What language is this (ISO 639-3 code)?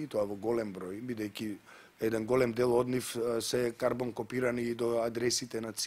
mkd